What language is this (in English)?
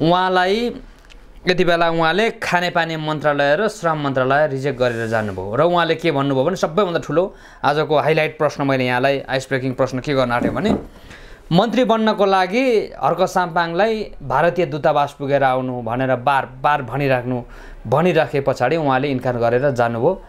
Nepali